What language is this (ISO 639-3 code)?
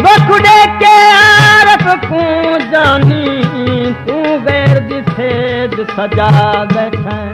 skr